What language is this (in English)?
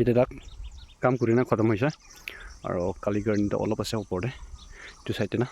Naga Pidgin